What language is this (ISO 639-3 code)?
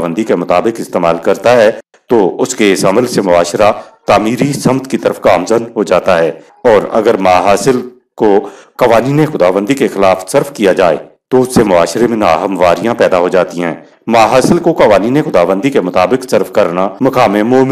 urd